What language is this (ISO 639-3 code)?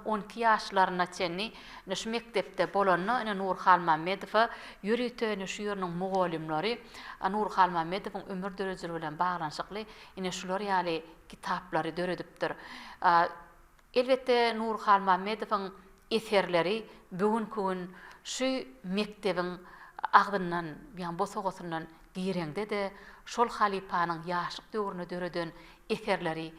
tuk